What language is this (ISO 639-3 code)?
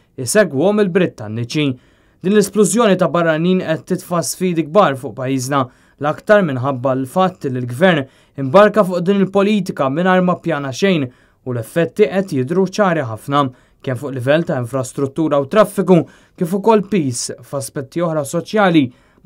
mlt